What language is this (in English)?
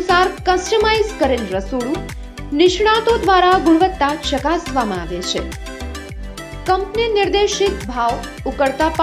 Gujarati